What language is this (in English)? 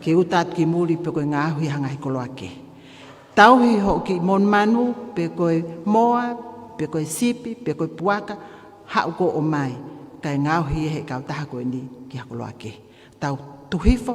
Tongan